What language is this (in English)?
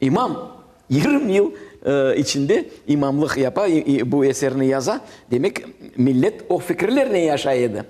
Crimean Tatar